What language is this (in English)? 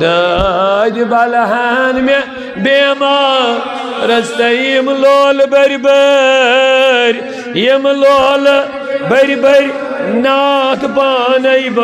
Kashmiri